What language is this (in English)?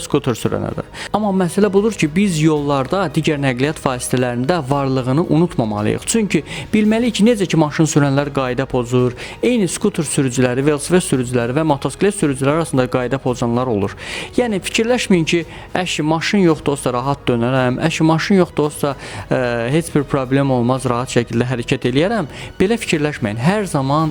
Azerbaijani